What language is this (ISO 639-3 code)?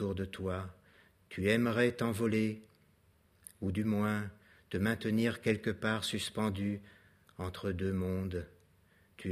fra